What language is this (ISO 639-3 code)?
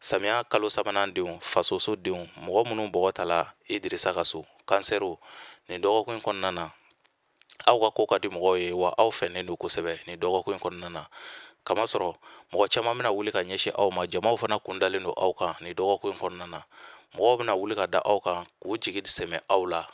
bam